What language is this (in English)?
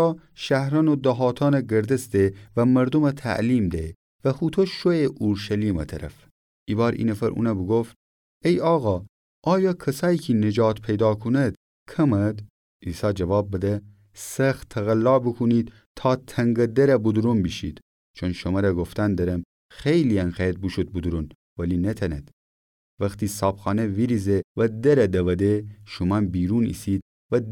Gilaki